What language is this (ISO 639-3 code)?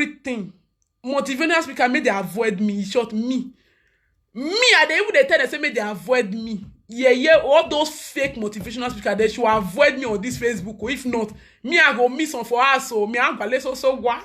pcm